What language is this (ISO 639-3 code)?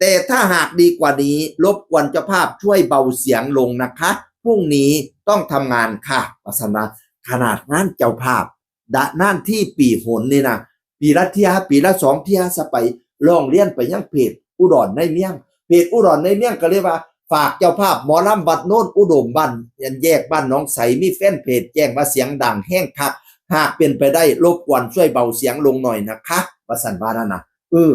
tts